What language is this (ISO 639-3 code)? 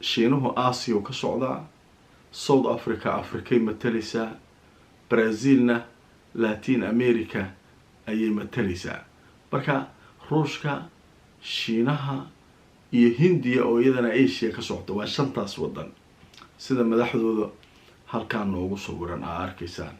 som